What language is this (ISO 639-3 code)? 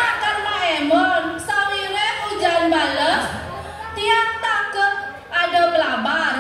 ban